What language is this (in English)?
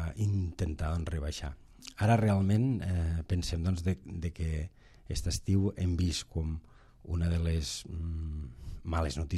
Catalan